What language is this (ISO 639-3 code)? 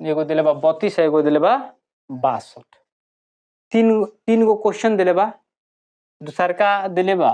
bho